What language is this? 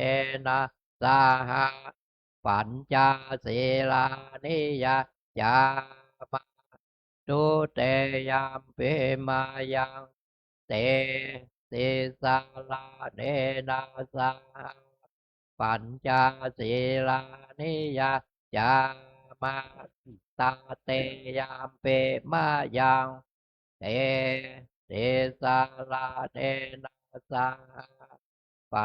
Pali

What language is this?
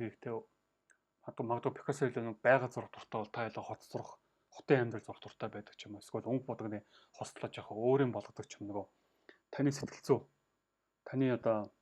Mongolian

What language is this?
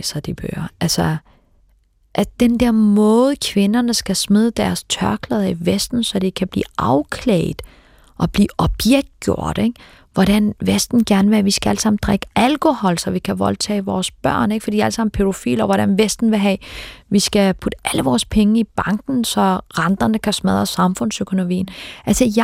Danish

